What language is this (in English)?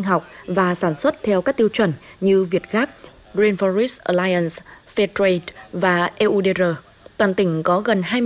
Vietnamese